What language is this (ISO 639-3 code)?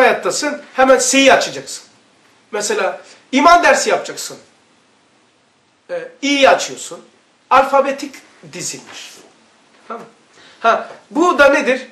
tur